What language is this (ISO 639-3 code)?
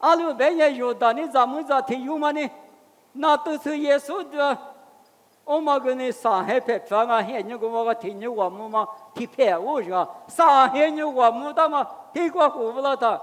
lis